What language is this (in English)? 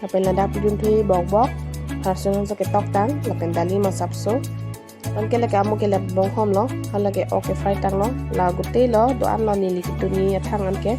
Karbi